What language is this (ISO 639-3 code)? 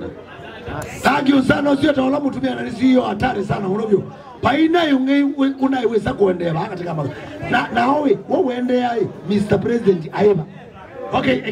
kam